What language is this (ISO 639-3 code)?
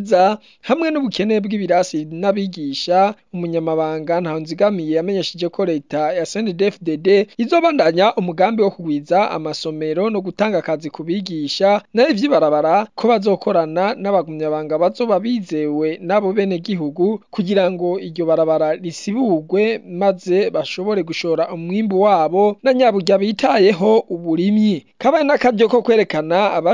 run